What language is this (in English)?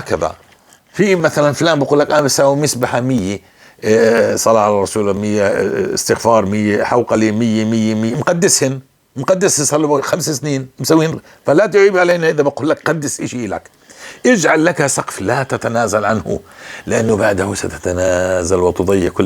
North Levantine Arabic